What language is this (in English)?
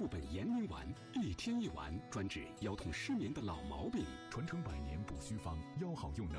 Chinese